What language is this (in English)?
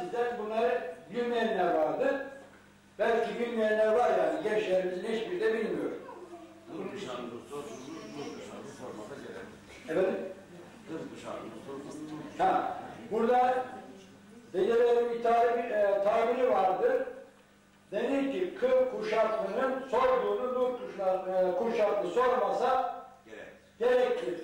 Turkish